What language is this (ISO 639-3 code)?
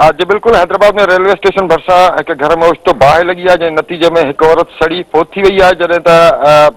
snd